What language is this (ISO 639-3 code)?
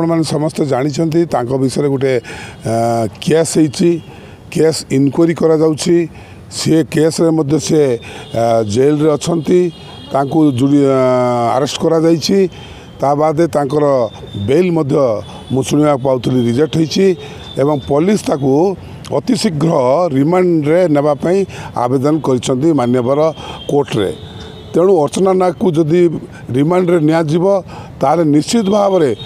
ori